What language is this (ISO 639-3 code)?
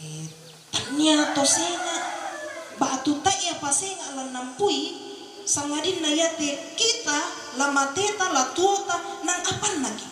sda